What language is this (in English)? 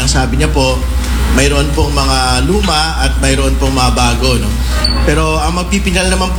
Filipino